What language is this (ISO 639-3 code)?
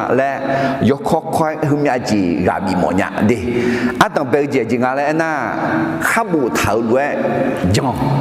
ahk